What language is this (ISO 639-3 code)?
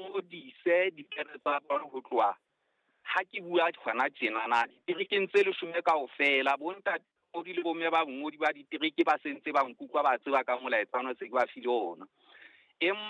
sot